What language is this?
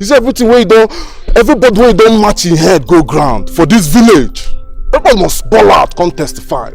Nigerian Pidgin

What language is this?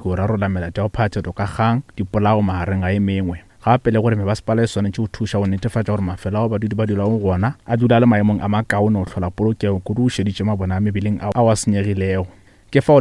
Northern Sotho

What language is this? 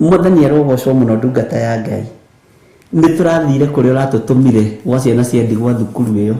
Kikuyu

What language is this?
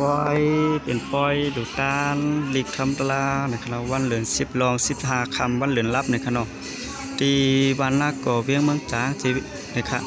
Shan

